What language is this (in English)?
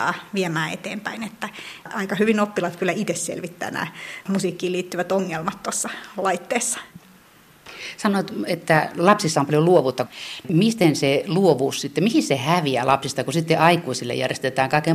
Finnish